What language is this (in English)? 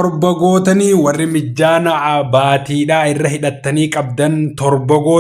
Oromo